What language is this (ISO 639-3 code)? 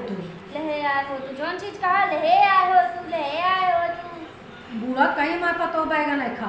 awa